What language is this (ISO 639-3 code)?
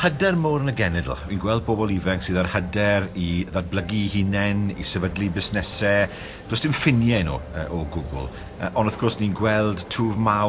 cym